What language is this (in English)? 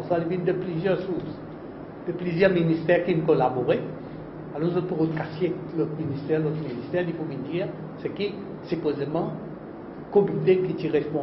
Morisyen